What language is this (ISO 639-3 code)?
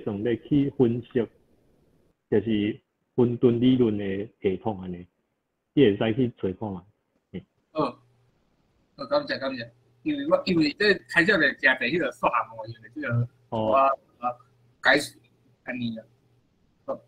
nan